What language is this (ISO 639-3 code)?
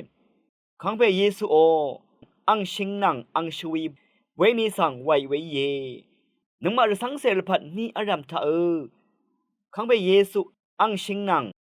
raw